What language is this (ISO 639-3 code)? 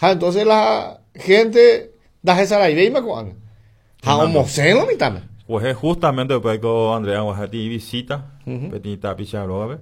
grn